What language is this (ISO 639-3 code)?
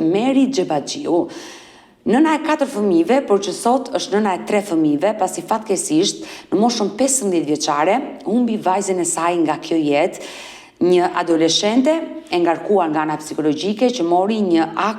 sqi